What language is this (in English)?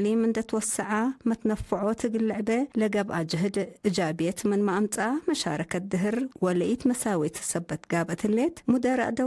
Tigre